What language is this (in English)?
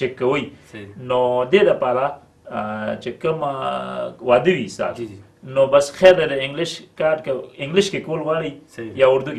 Pashto